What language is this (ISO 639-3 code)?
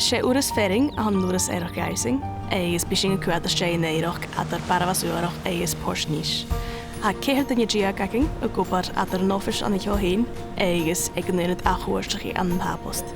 gla